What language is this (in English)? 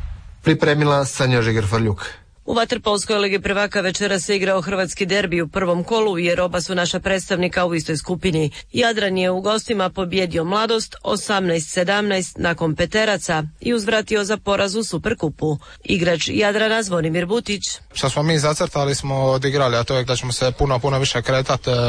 Croatian